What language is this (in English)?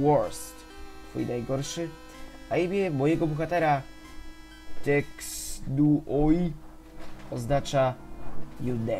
Polish